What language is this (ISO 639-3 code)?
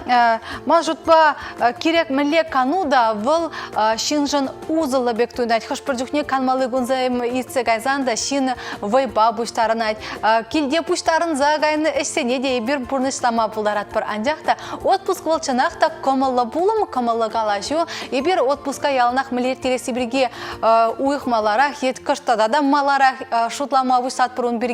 chv